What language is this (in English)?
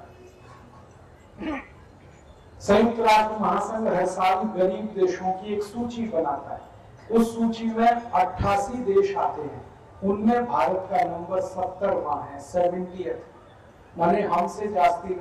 Hindi